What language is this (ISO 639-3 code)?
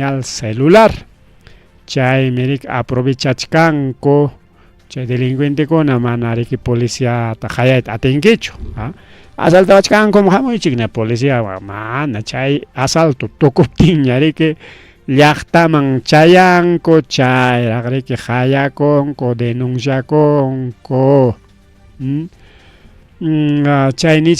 quy